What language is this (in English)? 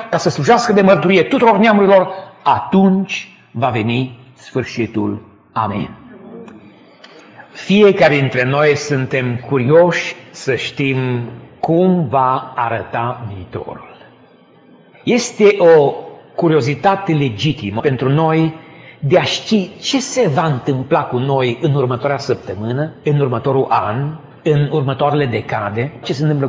Romanian